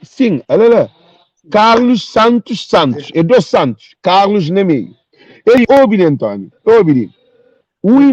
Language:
Kabuverdianu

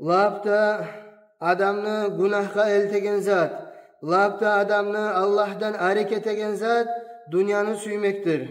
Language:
Kumyk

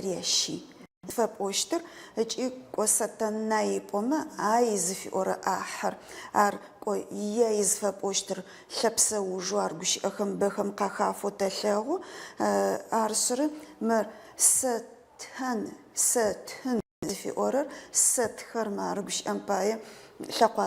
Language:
Adyghe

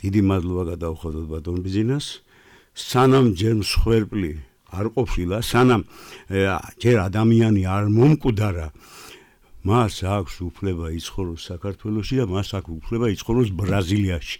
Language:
Georgian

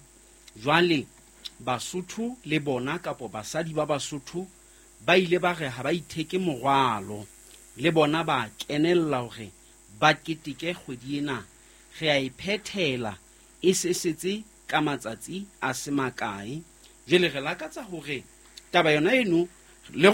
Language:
Southern Sotho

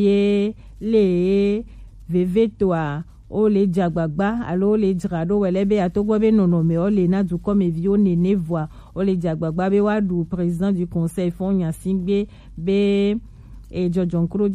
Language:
Gen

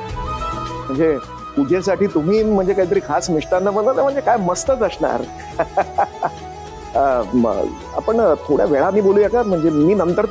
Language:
Marathi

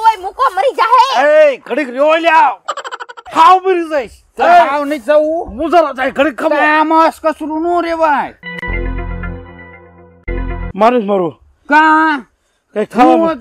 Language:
Gujarati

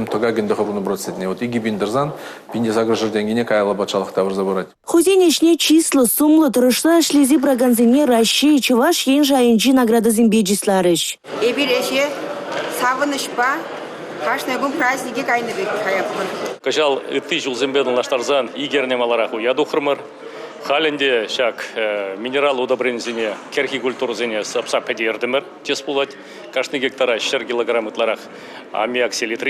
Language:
Chuvash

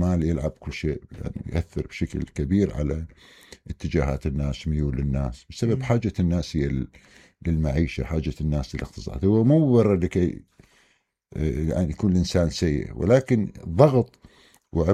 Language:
Mesopotamian Arabic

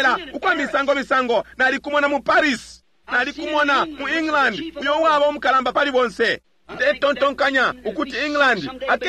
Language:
Bemba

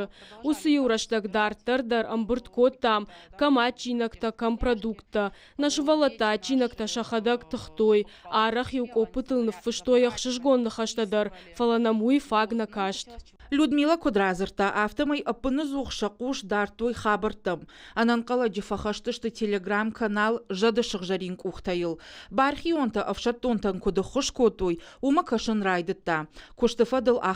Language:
Ossetic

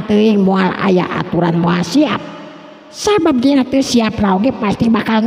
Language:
Sundanese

